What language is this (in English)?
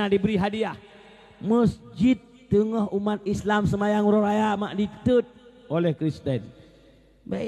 Achinese